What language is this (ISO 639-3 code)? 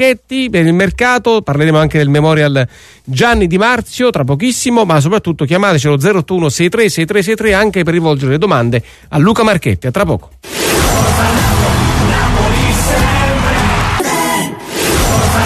ita